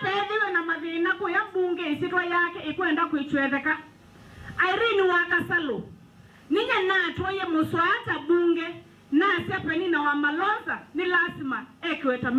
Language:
Kamba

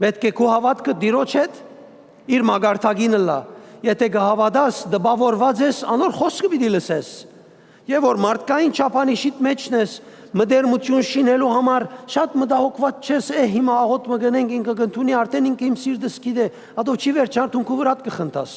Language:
Western Armenian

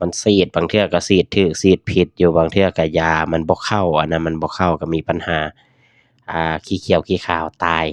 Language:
Lao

